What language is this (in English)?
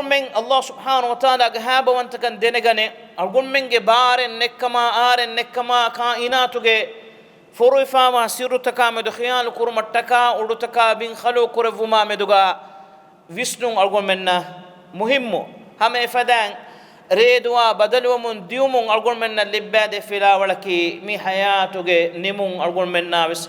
Divehi